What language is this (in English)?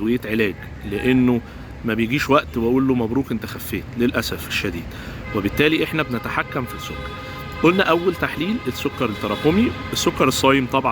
Egyptian Arabic